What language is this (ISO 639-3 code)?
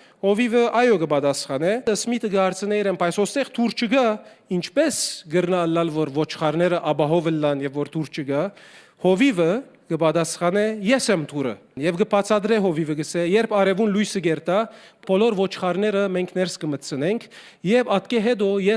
hyw